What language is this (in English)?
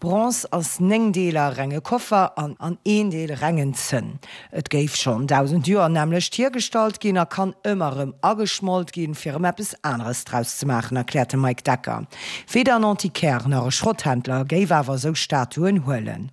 Luxembourgish